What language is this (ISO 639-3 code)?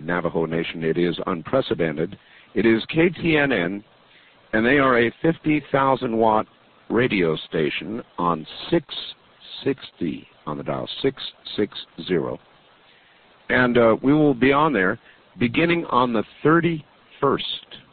eng